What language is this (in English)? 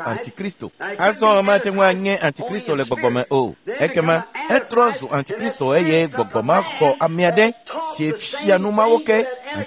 Ewe